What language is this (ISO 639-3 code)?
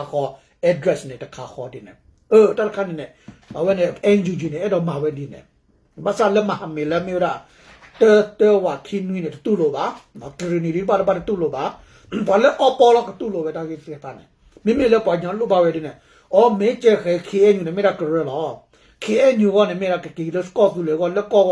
ksw